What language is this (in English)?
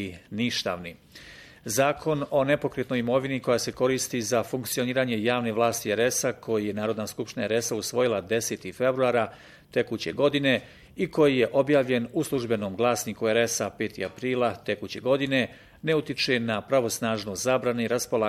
Bosnian